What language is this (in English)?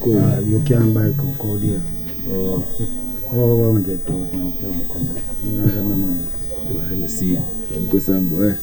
Jamaican Creole English